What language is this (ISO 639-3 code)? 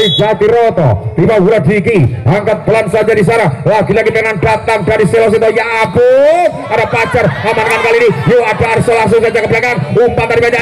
ind